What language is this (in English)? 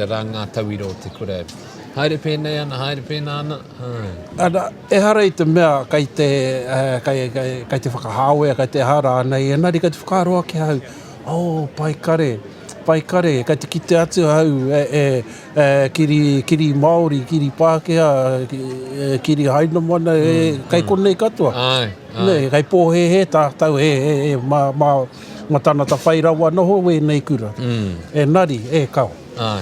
Māori